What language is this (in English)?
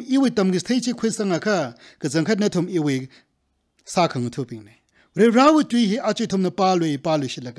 Tangkhul Naga (India)